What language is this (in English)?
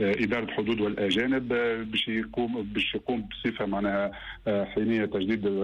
Tunisian Arabic